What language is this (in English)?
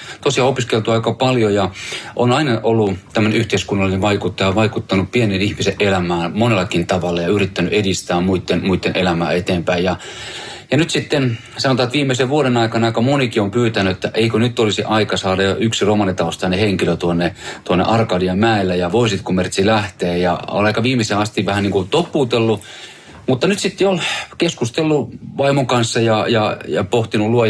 Finnish